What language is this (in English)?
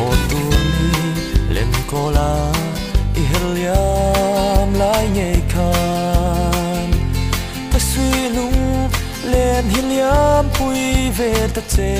Mizo